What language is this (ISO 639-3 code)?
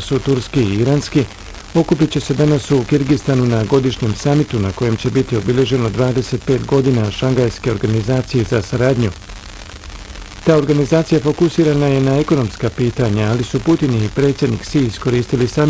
bos